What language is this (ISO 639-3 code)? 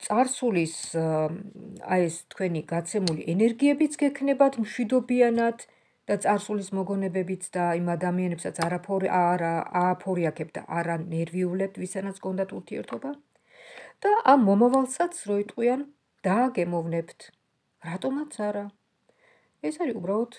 kat